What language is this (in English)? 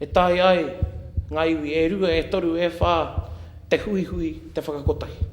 Māori